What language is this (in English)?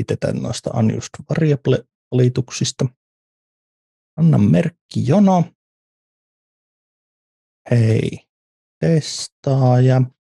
Finnish